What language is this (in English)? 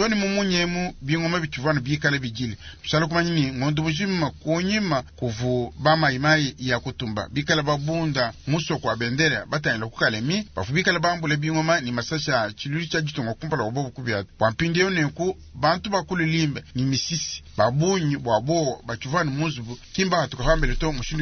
Luba-Lulua